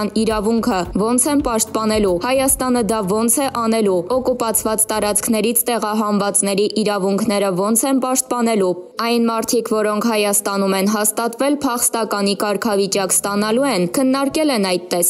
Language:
Armenian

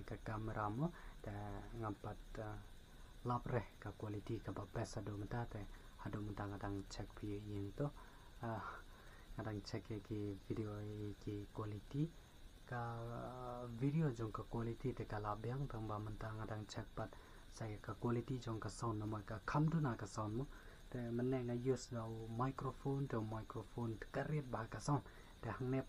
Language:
Khasi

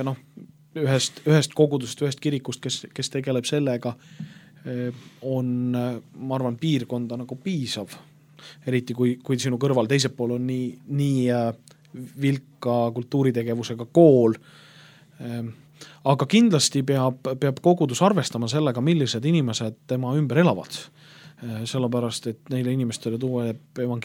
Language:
Estonian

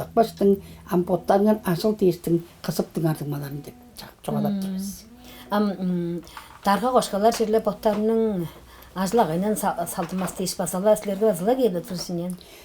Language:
Tuvinian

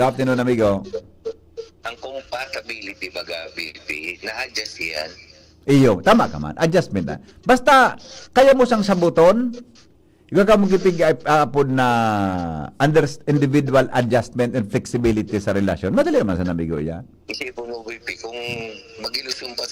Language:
Bikol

